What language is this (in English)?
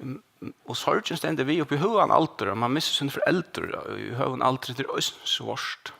Faroese